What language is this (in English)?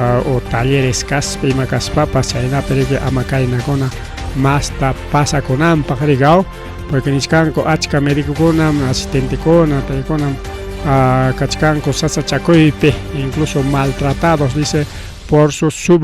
Ayacucho Quechua